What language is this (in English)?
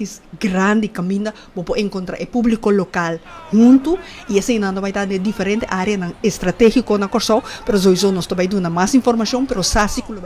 Papiamento